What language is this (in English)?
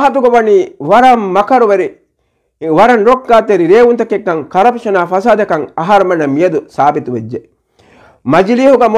Divehi